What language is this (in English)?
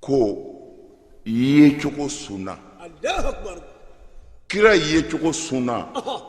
Bambara